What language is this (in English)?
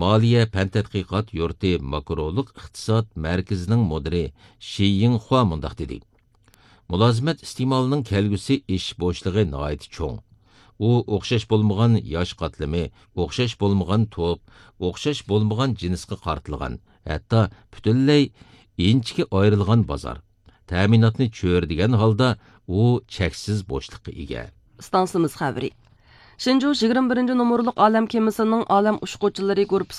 Uyghur